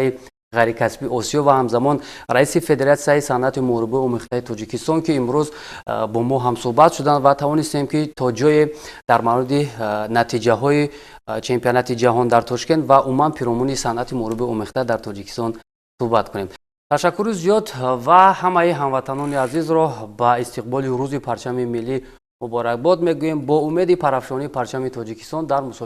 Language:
Tajik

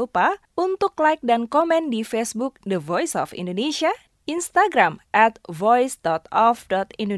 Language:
Indonesian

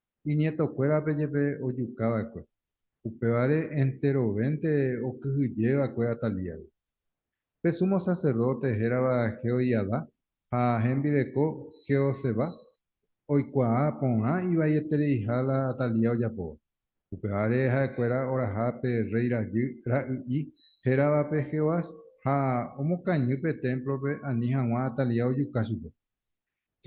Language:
Guarani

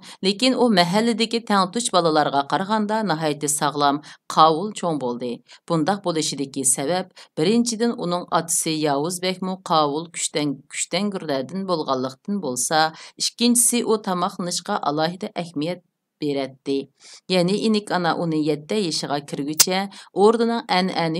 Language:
Uyghur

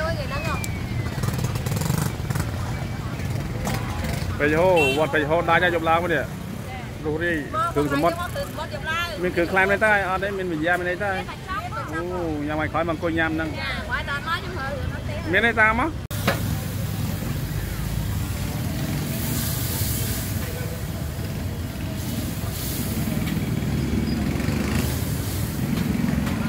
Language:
Vietnamese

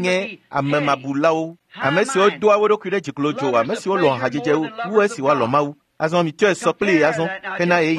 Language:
Ewe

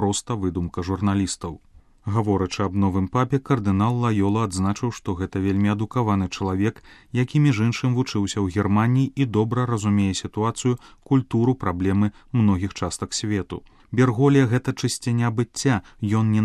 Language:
Belarusian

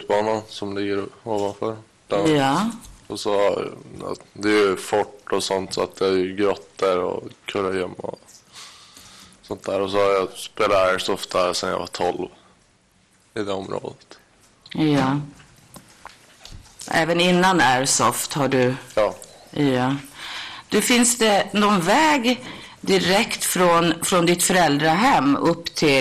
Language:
Swedish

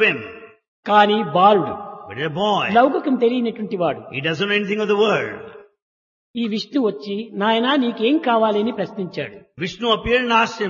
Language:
Telugu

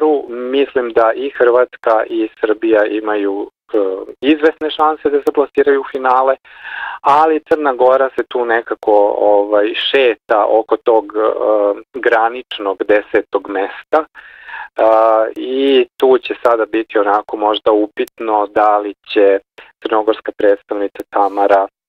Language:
Serbian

